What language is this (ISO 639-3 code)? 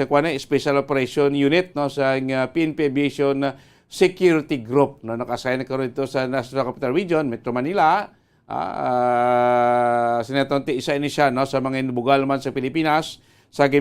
hil